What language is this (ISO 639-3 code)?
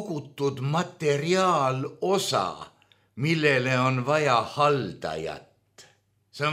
est